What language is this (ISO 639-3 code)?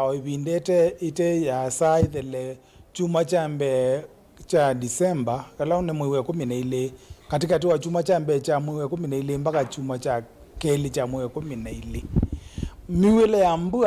kam